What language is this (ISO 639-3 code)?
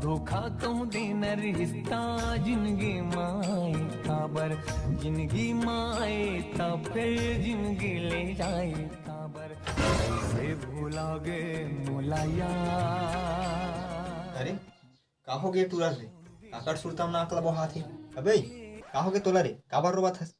hne